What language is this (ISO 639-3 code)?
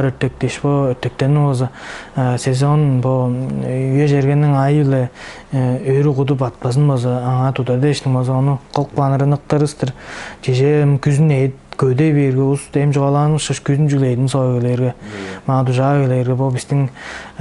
tyv